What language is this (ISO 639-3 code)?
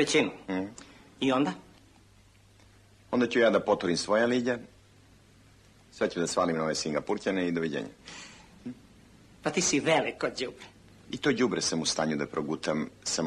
srp